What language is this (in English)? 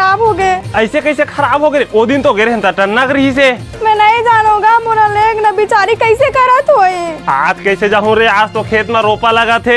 Chhattisgarhi